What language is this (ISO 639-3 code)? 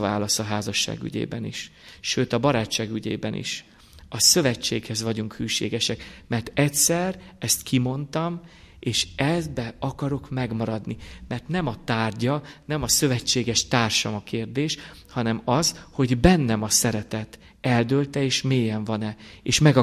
hun